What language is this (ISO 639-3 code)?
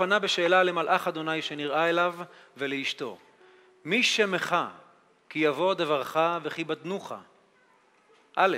heb